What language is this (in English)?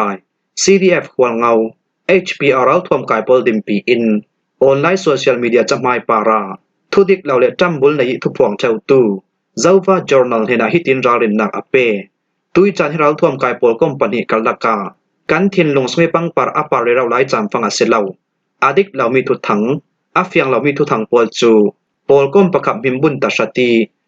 Falam Chin